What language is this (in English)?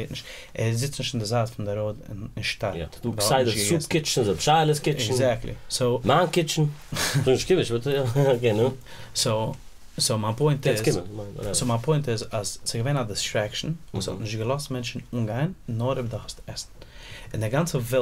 Yiddish